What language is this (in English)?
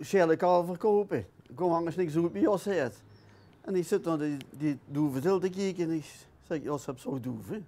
Limburgish